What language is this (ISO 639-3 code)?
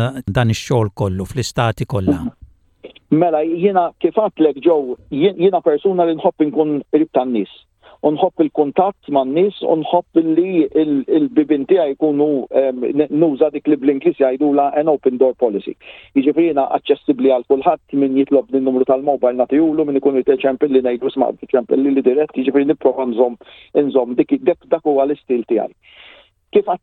mlt